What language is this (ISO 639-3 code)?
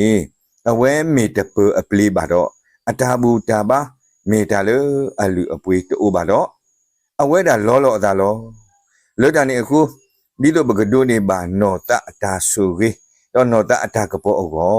ksw